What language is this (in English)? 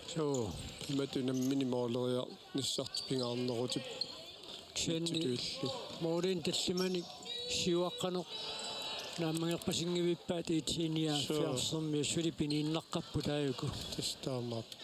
Kalaallisut